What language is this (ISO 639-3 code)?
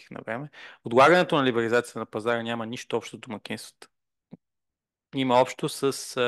bul